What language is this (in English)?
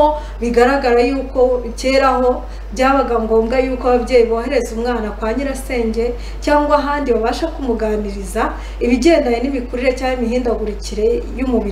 Kinyarwanda